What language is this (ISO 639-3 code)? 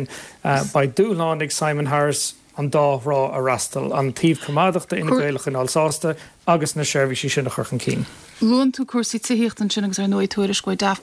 gle